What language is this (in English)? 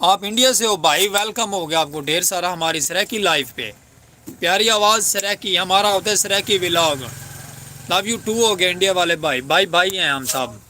Saraiki